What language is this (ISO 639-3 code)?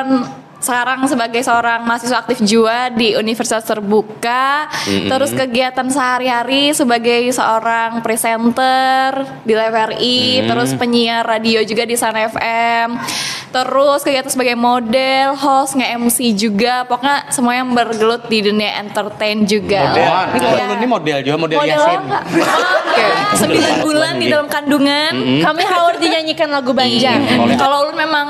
bjn